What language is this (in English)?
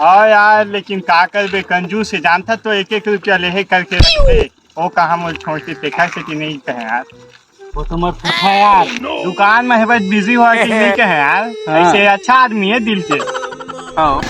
Chhattisgarhi